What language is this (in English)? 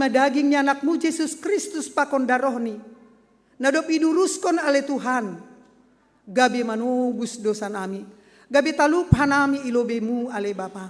Batak Simalungun